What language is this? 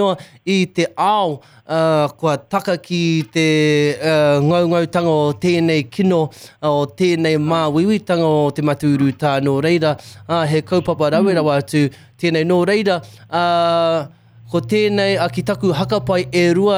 Māori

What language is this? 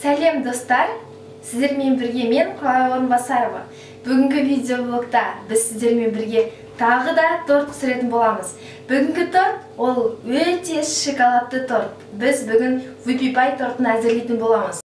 Kazakh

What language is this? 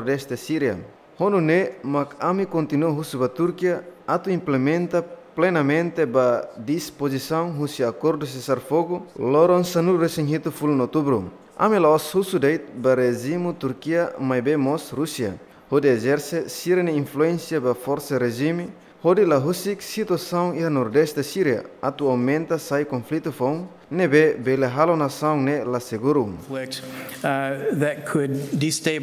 Tetum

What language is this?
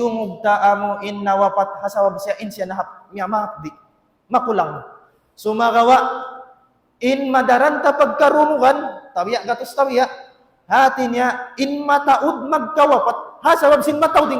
Tausug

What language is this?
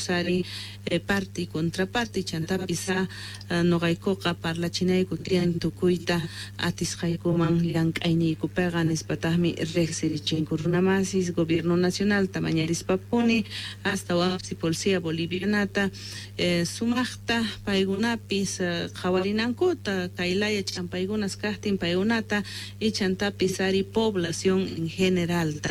South Bolivian Quechua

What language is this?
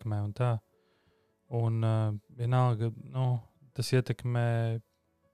Latvian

